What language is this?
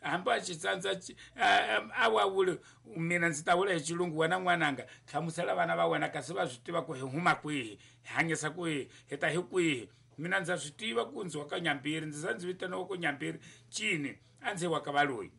Tsonga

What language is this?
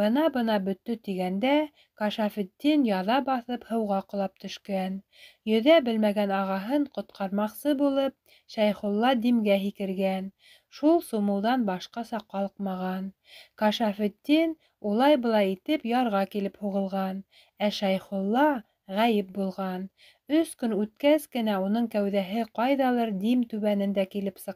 Bashkir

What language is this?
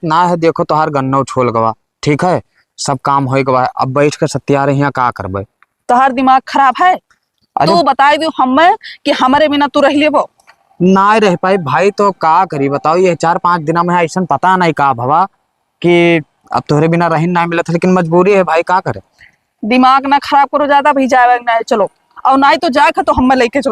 Awadhi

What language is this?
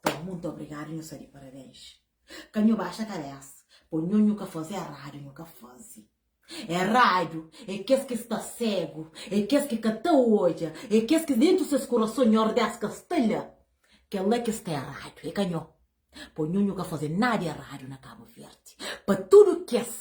Kabuverdianu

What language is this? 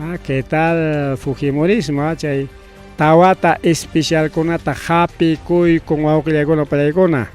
Ayacucho Quechua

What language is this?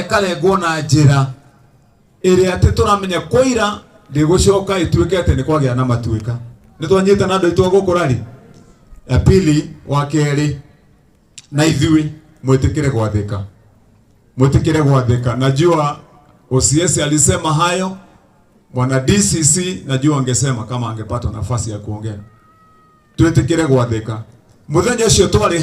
Kikuyu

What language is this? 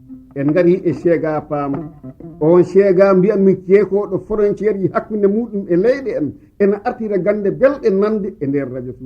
Fula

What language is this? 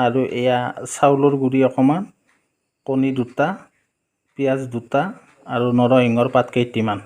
Assamese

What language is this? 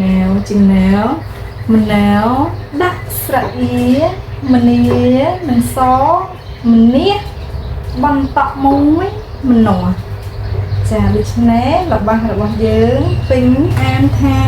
Khmer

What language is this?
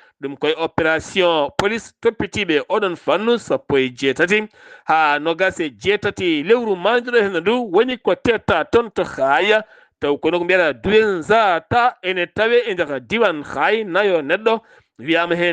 Fula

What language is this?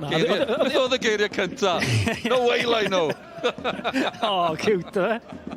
Welsh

